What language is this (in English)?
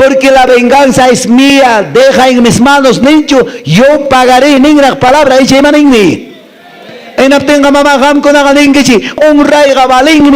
Quechua